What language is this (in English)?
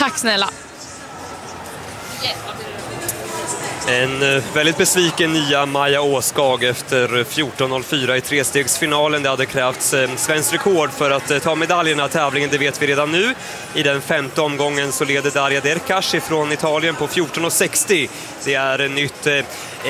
Swedish